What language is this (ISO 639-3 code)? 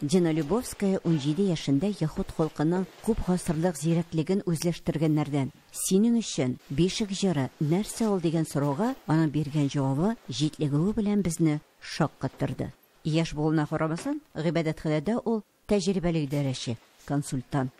tat